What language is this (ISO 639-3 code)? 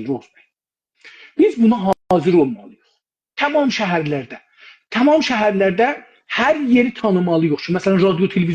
azb